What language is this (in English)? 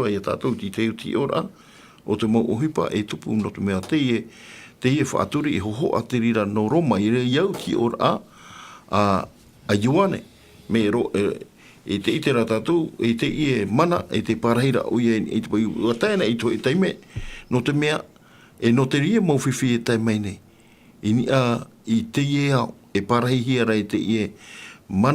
Tahitian